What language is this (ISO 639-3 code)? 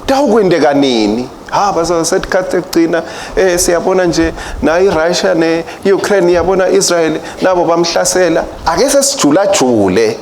ssw